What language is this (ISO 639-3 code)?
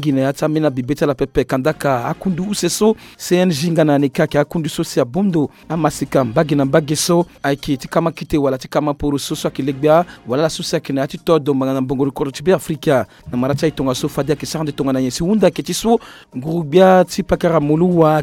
sag